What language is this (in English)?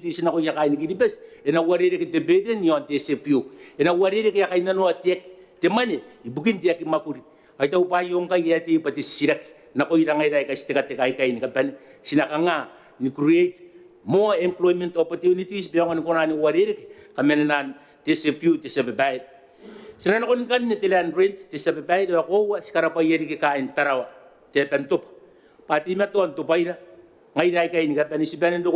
Gilbertese